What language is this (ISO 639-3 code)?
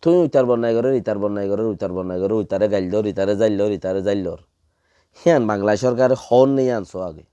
rhg